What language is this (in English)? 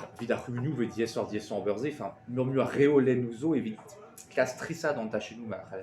Breton